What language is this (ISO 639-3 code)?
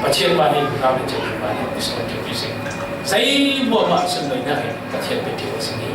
cfm